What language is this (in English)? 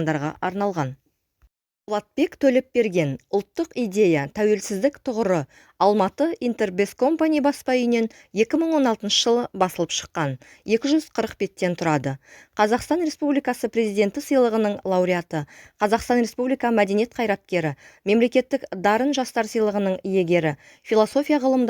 Kazakh